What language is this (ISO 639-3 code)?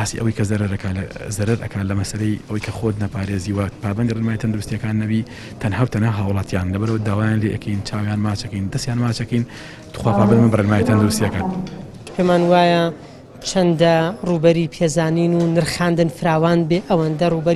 ckb